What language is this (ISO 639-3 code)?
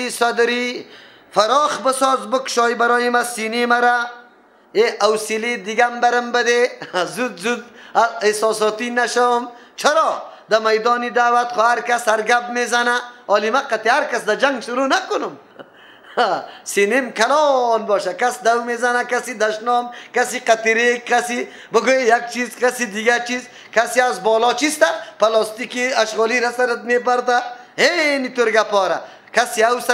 fas